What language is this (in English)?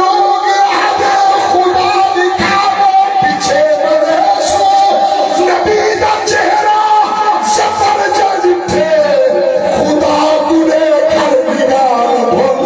Saraiki